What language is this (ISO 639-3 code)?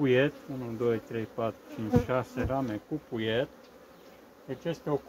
ron